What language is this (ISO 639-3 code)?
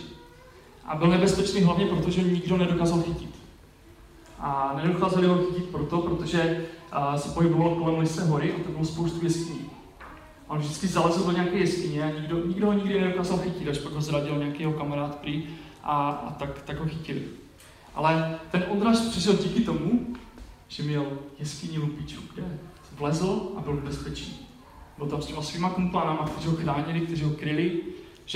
ces